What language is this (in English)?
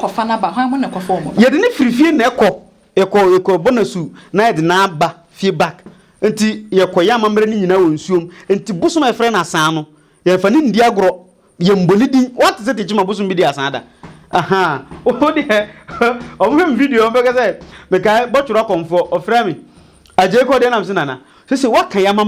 Akan